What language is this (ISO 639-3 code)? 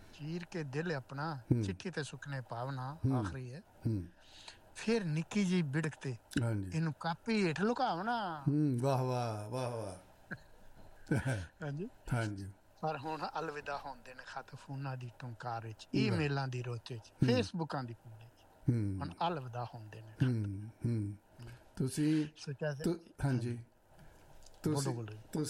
pan